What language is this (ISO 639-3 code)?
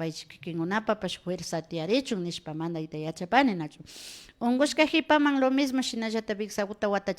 qvi